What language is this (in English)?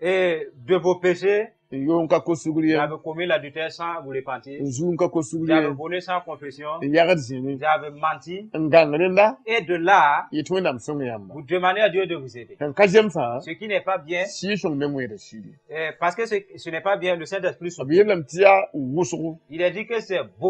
Mossi